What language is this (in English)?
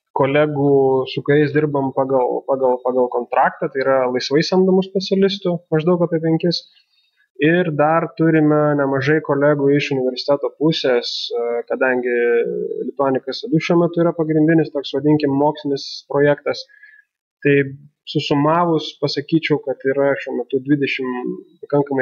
Lithuanian